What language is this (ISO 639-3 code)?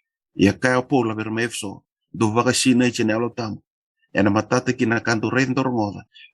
fij